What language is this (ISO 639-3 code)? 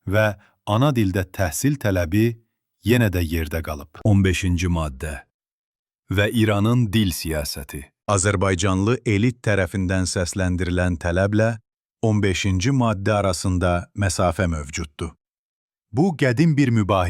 azb